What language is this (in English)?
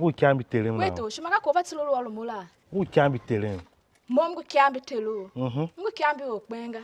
Tiv